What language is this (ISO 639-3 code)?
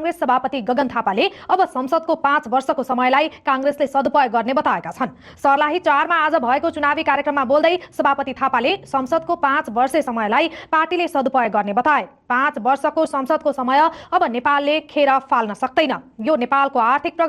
nep